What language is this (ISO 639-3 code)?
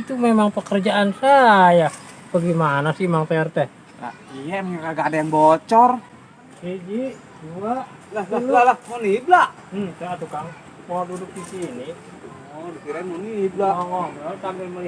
bew